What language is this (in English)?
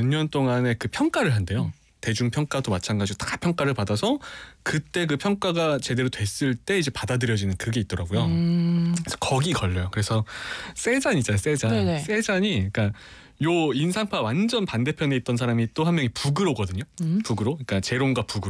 Korean